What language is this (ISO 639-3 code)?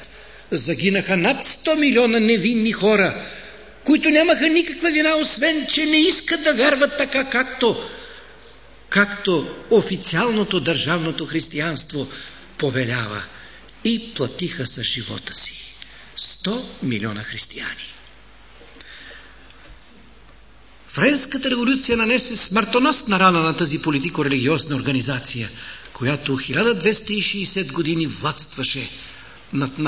bul